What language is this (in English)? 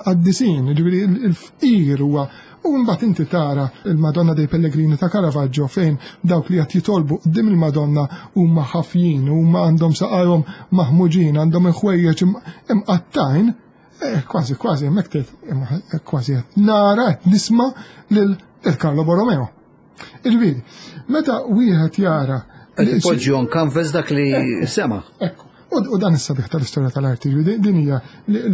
Maltese